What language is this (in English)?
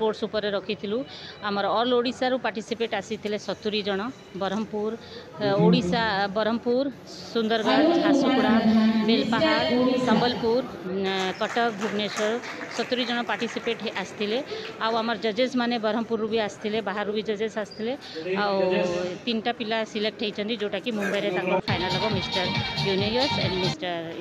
Odia